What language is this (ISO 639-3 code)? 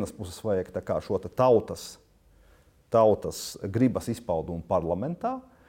lav